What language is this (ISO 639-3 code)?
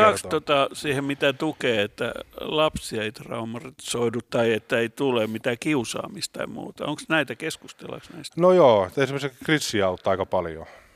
fin